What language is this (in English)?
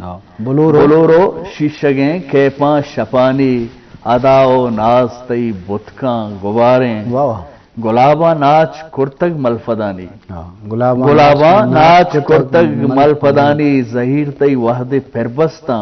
Eastern Balochi